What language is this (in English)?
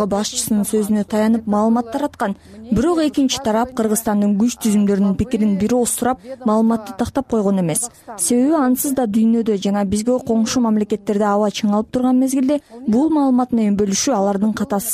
Kyrgyz